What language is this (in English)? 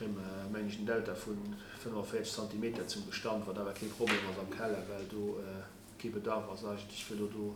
Luxembourgish